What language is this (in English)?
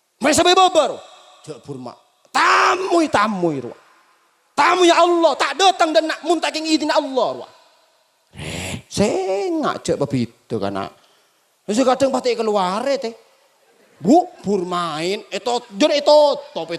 Madurese